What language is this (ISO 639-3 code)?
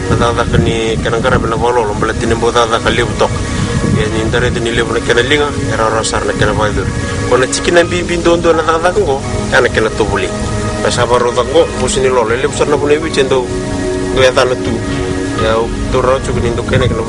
fij